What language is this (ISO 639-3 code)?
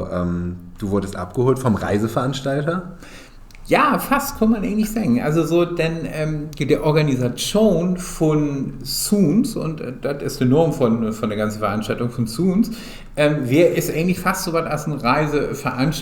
nds